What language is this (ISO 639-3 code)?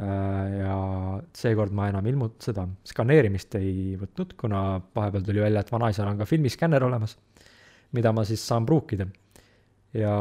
est